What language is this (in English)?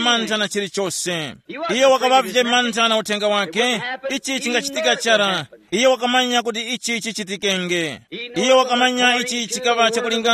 Tumbuka